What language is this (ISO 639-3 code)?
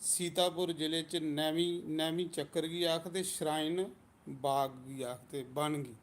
doi